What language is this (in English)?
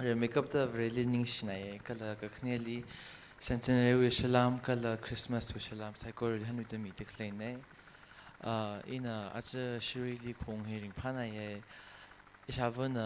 Tangkhul Naga (India)